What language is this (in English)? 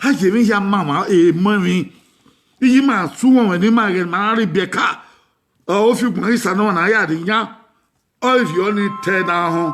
Bini